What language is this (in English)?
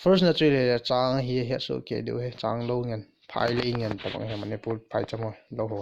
Thado Chin